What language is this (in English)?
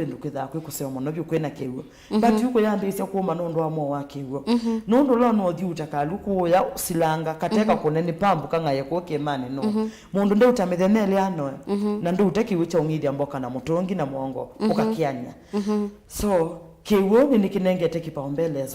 Kamba